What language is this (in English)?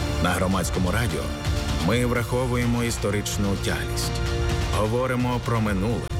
Ukrainian